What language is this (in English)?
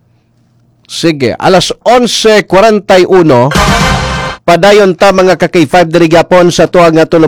Cebuano